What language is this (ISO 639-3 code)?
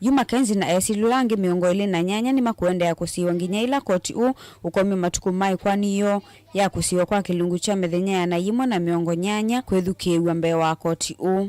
kam